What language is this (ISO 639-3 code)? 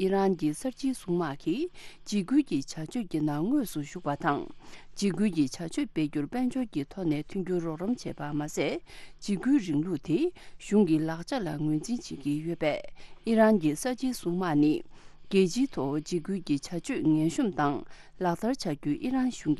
bod